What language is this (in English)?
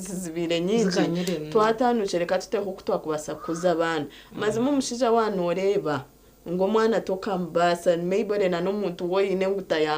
Nyankole